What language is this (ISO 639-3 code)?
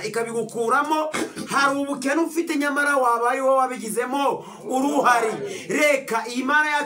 kin